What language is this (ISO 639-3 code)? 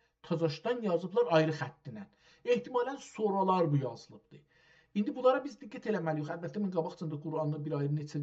azb